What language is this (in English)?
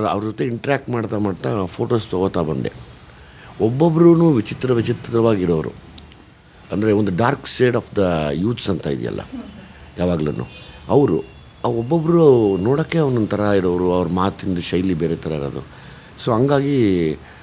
Kannada